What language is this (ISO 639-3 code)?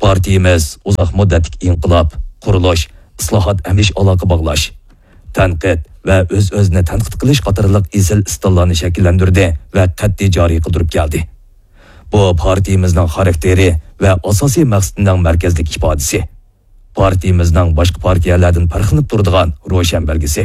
uig